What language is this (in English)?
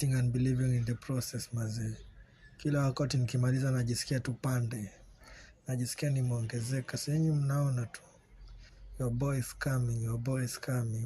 Swahili